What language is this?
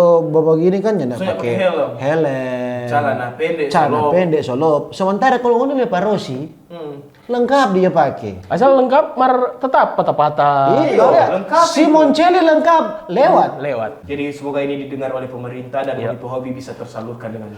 Manado Malay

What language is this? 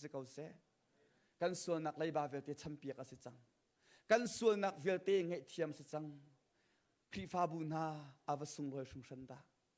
Hakha Chin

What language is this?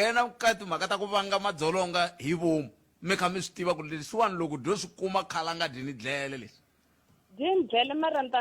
Tsonga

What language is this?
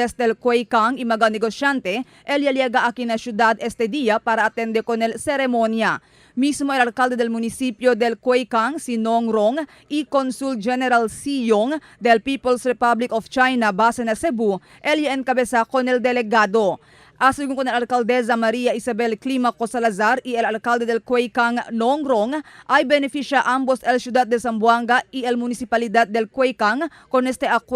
Chavacano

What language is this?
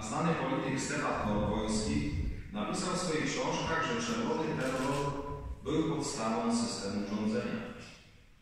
Polish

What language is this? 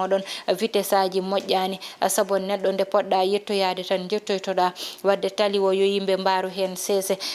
Fula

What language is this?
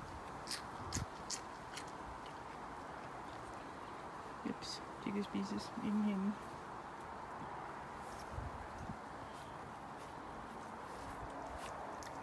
Danish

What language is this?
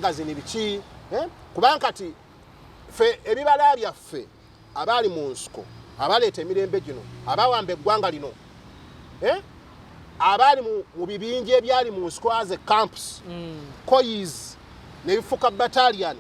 Ganda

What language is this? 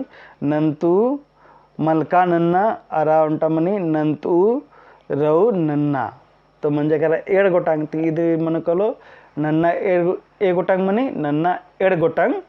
Kurukh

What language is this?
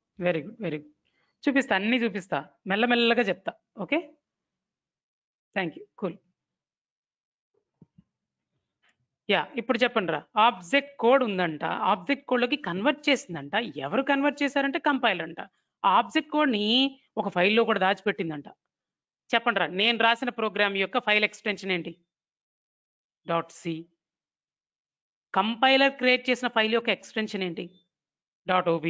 Telugu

